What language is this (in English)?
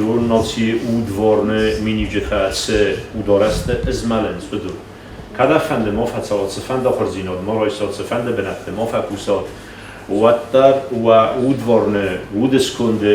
Ossetic